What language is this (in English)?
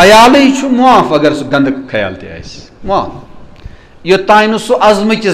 Kashmiri